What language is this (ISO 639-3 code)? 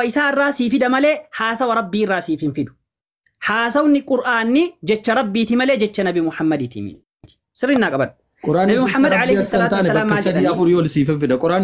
orm